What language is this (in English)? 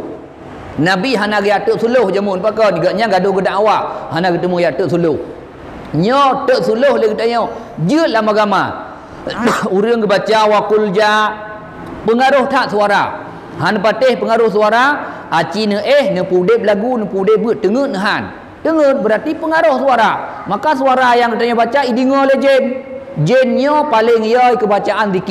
Achinese